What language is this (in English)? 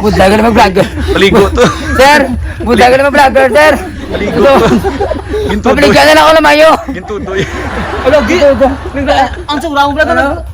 Hiligaynon